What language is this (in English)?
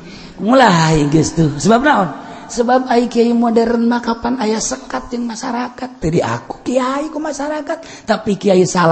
Sundanese